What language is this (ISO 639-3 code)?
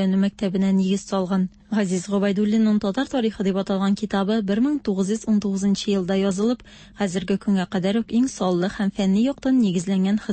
tat